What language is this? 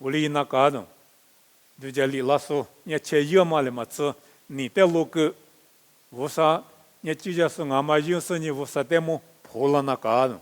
Lisu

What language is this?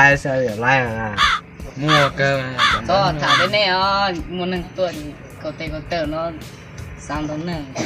Hmong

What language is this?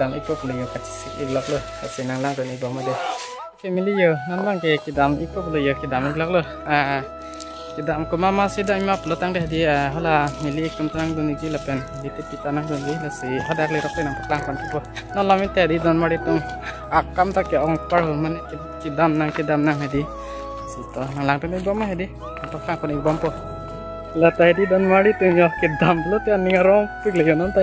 Karbi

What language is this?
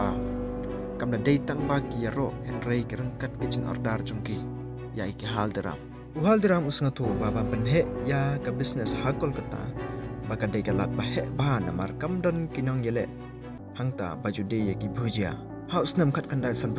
Khasi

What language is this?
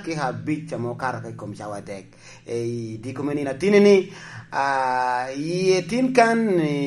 Lango (Uganda)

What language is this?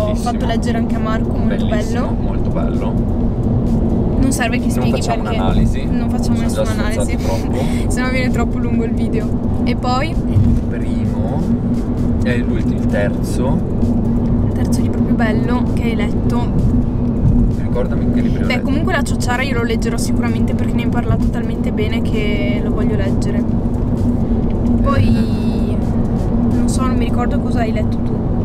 Italian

